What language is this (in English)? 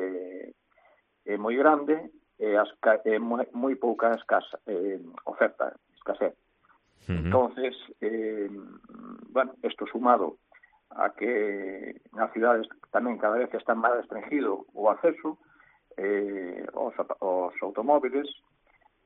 Galician